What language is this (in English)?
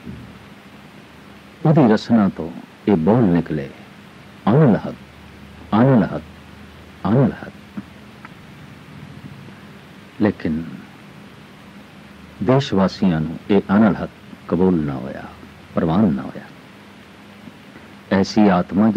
Punjabi